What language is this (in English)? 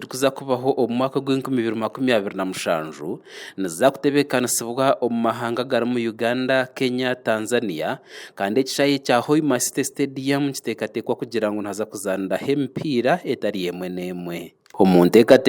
Nyankole